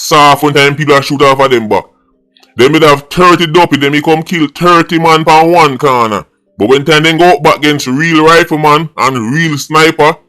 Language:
Jamaican Creole English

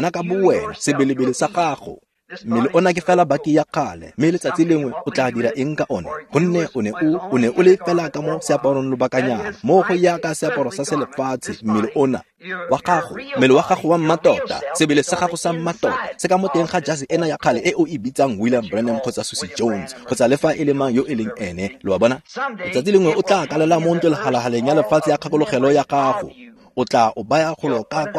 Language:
Tswana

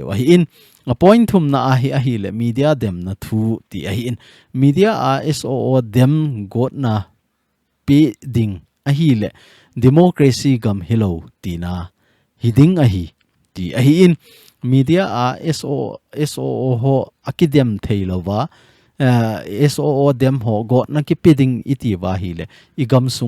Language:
Thado Chin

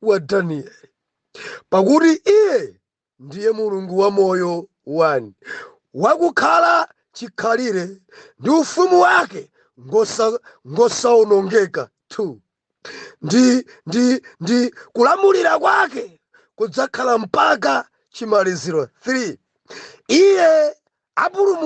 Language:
Nyanja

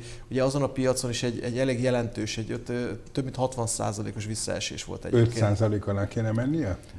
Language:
Hungarian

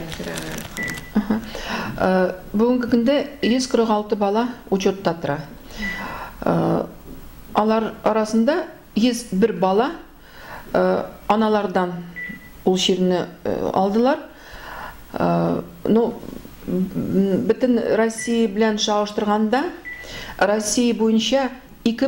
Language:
Tatar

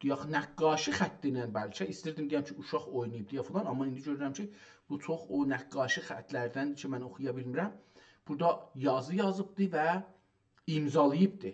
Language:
South Azerbaijani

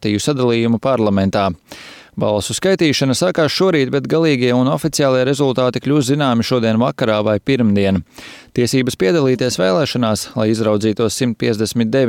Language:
Latvian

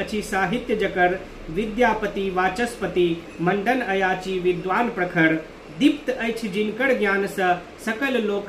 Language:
Maithili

